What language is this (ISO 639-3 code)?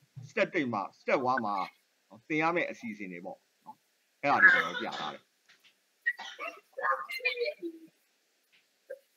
mya